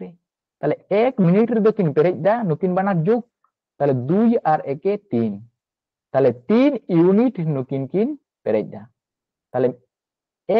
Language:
Santali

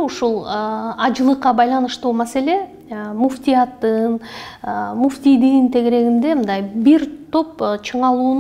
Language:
Kyrgyz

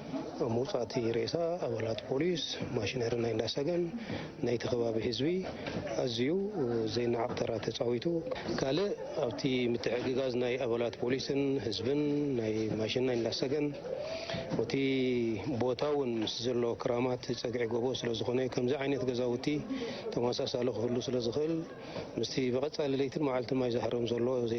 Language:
Tigrinya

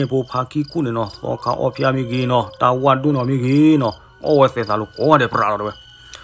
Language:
S'gaw Karen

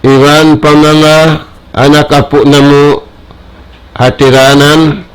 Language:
Tausug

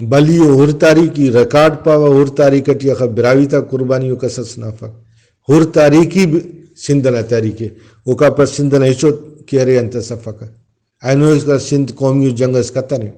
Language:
Brahui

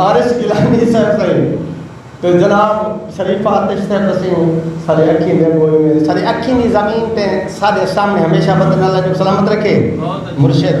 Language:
Saraiki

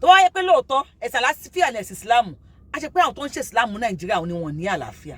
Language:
Yoruba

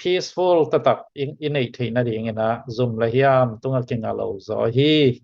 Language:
Tedim Chin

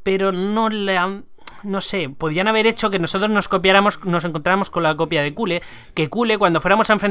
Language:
Spanish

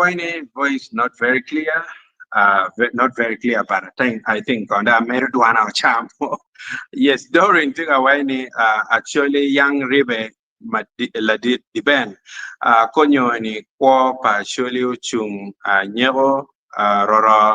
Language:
Acoli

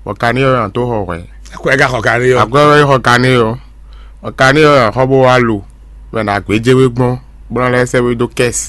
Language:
Fon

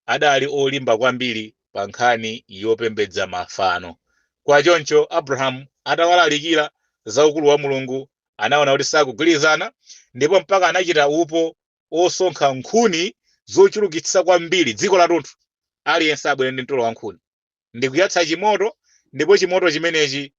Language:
Nyanja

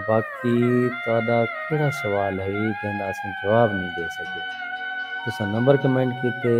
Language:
Saraiki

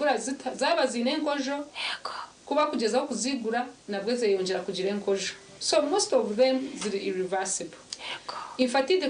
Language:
Nyankole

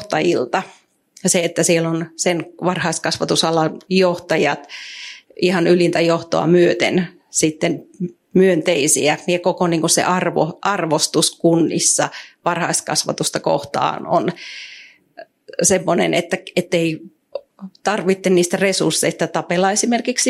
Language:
Finnish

